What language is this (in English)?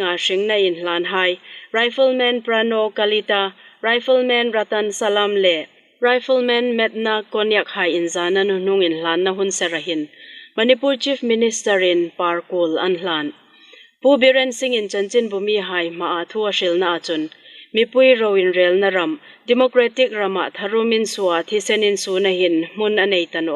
Hmar